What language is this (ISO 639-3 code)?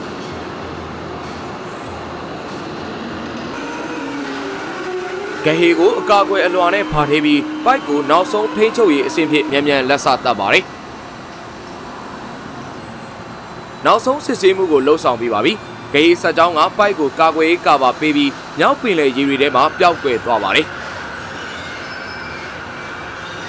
mya